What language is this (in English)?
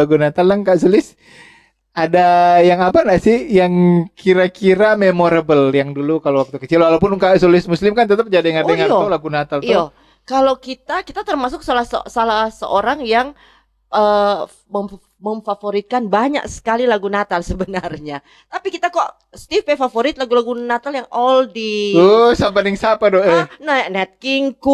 Manado Malay